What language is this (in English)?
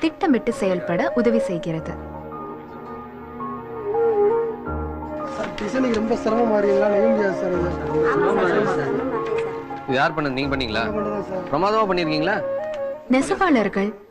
Tamil